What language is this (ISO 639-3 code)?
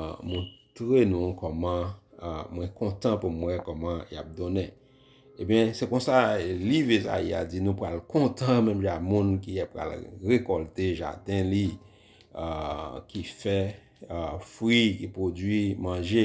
hat